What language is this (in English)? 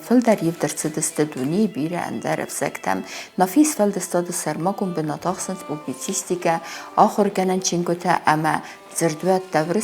Ossetic